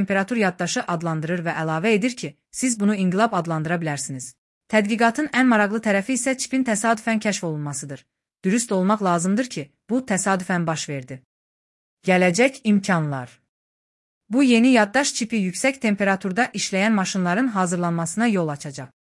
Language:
Azerbaijani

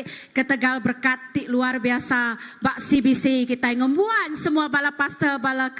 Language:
Iban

